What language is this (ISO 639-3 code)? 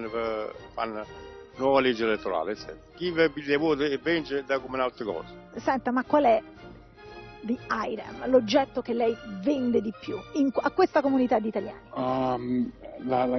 ita